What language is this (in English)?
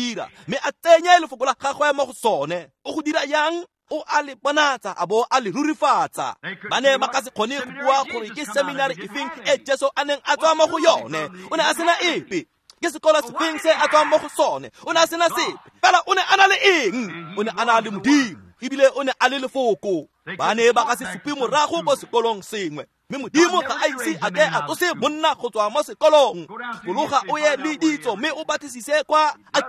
Tswana